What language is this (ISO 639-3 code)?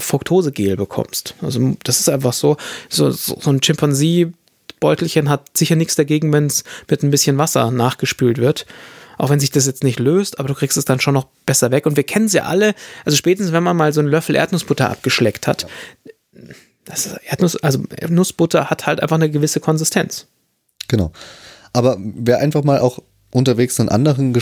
deu